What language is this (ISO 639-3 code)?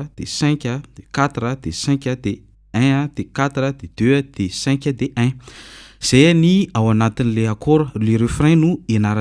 mlg